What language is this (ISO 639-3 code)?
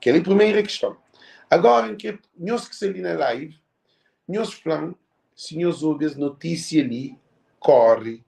kea